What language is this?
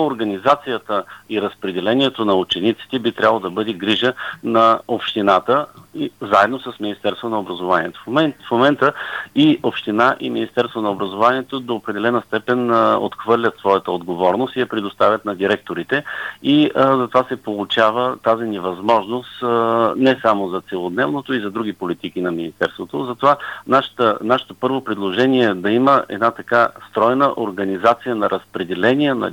Bulgarian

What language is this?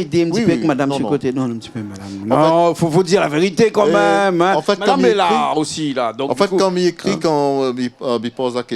Réunion Creole French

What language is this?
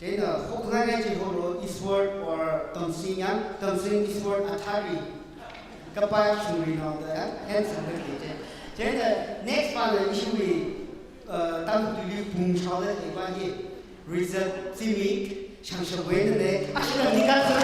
Tangkhul Naga (India)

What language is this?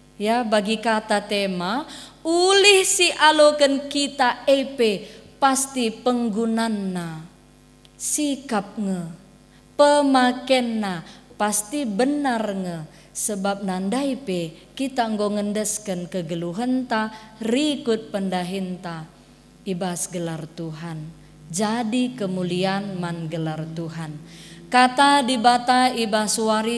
Batak Karo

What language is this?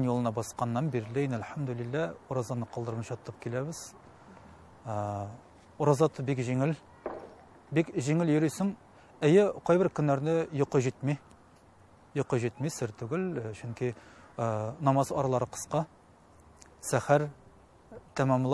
Tatar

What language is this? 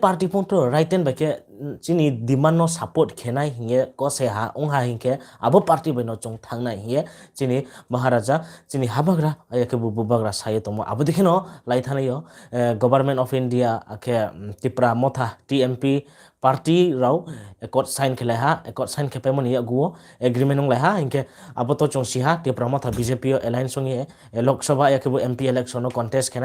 Riang (India)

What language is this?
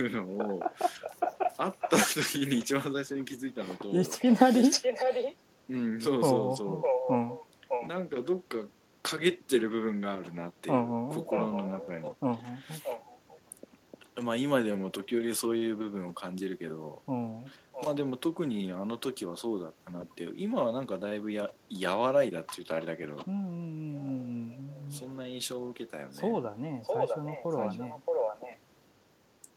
Japanese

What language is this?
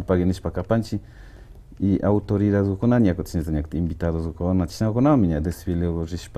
Imbabura Highland Quichua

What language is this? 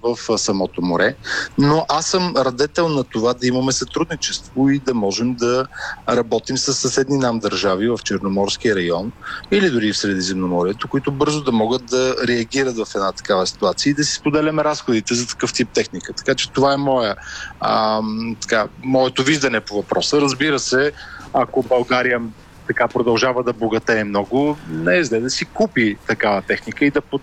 Bulgarian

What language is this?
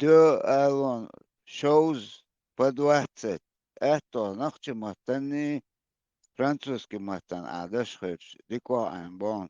Chechen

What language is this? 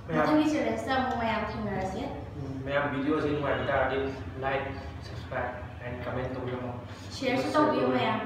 Manipuri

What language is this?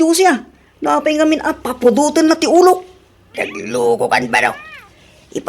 Iloko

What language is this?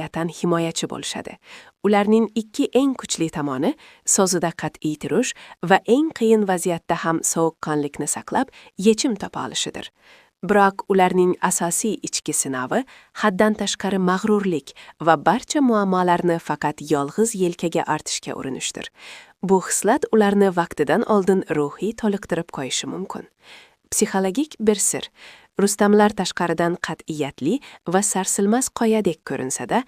Uzbek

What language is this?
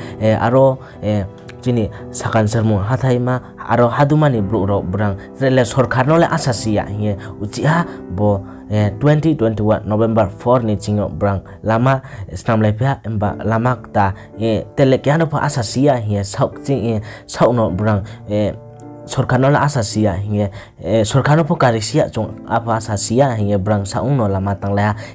Riang (India)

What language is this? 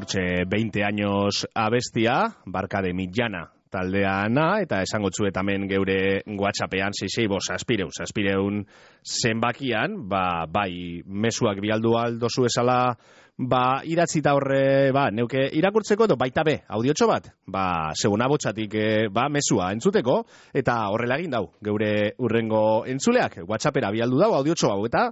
Basque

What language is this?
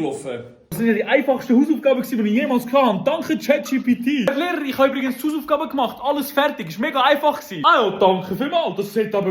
Swiss German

